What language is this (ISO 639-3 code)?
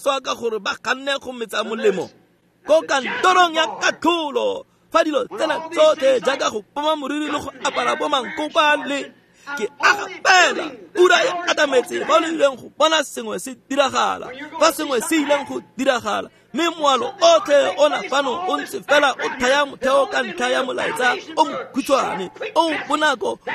tsn